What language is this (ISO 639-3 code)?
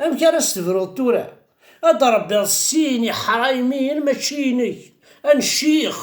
kab